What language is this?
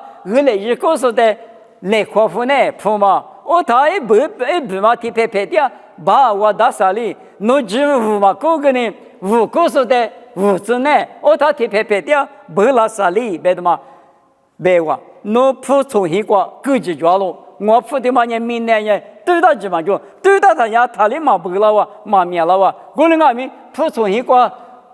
Lisu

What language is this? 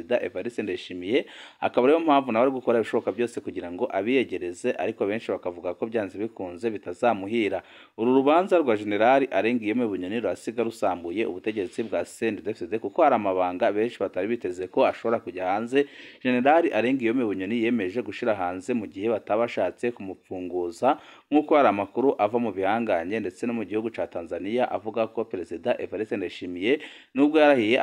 Rundi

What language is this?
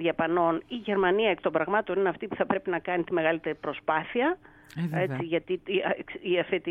Greek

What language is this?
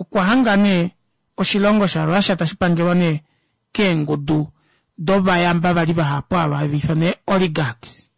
Kuanyama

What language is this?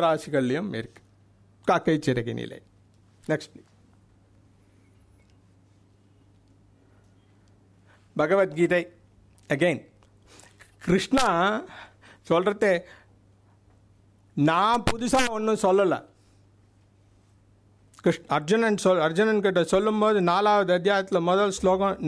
Tamil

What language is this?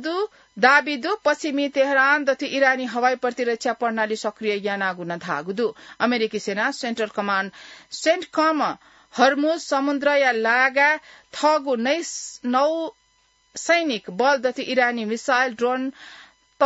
Newari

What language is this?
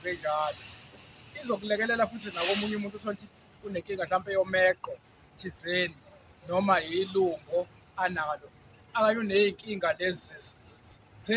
Zulu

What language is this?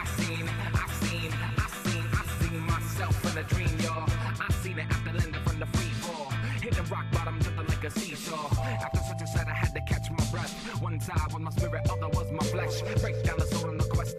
English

